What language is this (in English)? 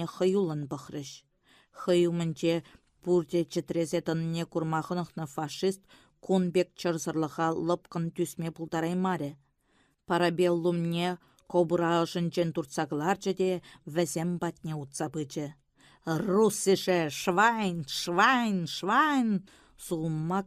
Chuvash